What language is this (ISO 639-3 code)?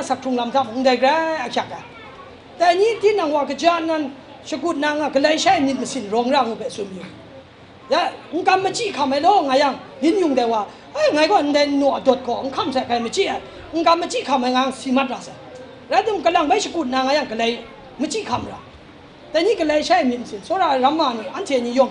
kac